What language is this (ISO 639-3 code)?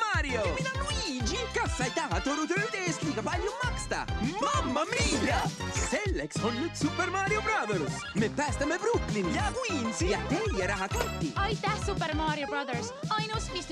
est